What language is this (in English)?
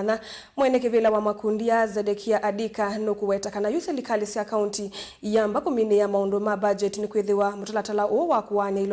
Kamba